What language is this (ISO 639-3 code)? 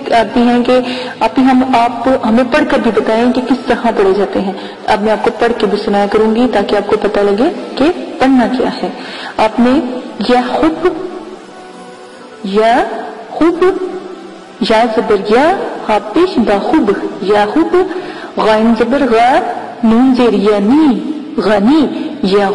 urd